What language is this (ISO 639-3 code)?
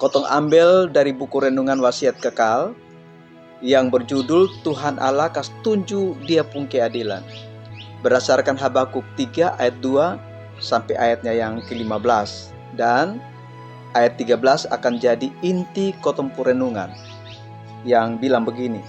mkn